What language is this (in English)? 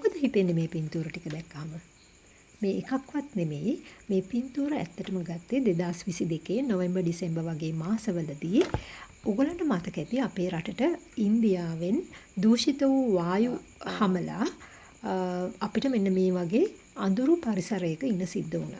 Sinhala